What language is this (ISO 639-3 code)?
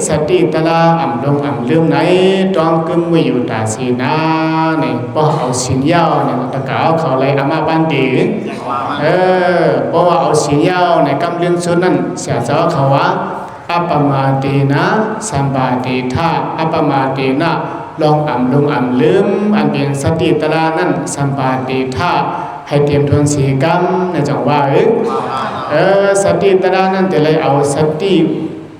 shn